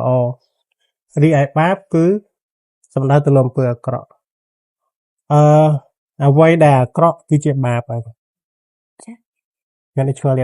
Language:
Khmer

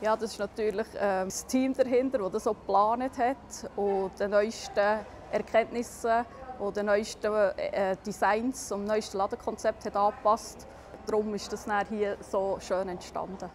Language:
Swiss German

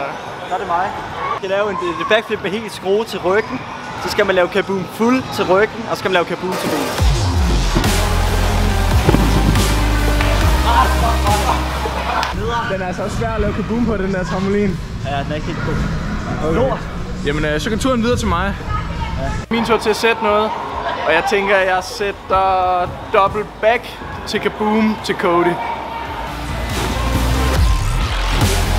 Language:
Danish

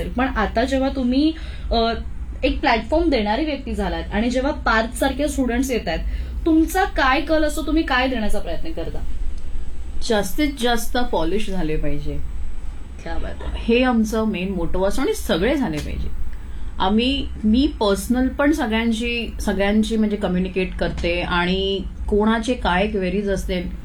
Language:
Marathi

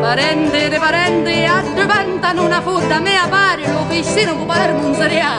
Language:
Sicilian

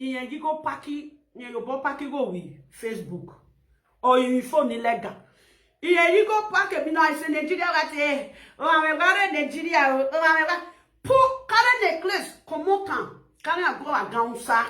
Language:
Nigerian Pidgin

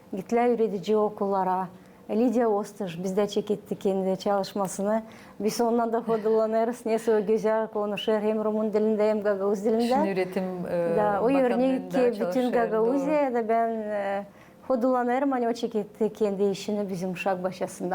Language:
Gagauz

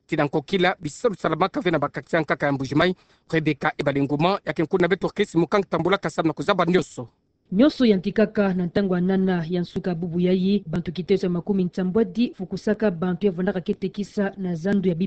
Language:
Kituba (Democratic Republic of Congo)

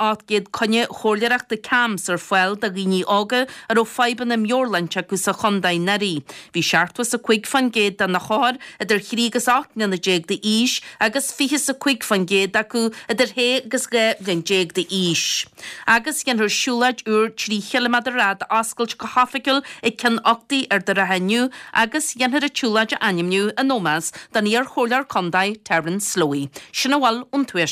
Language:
Irish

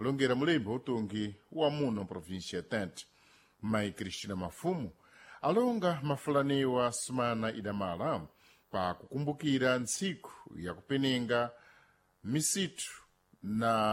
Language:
Sena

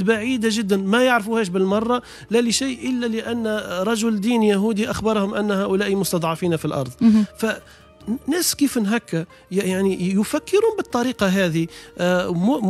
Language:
Tunisian Arabic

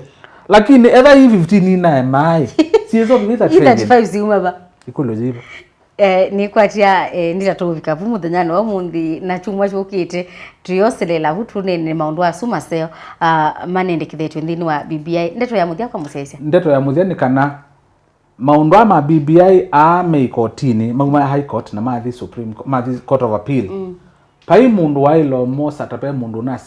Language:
Kamba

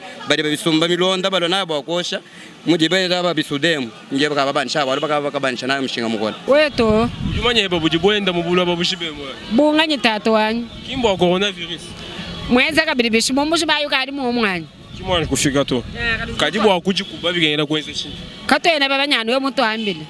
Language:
Luba-Lulua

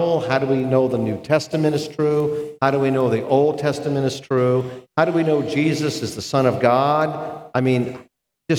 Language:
English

